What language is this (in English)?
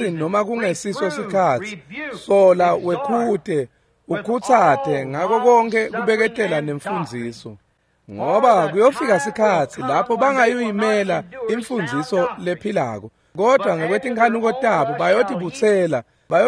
Swati